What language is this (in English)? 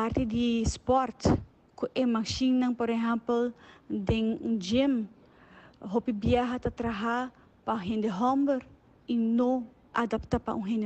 Papiamento